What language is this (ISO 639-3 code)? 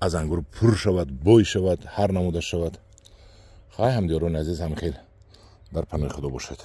tgk